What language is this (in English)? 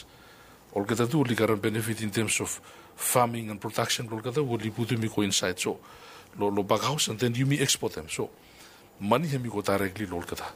Bislama